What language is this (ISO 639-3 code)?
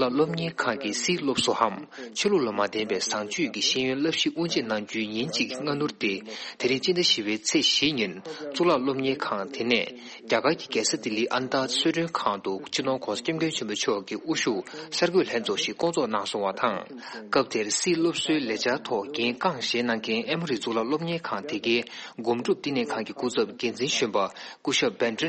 bod